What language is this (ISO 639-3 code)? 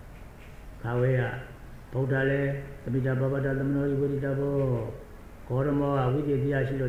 mya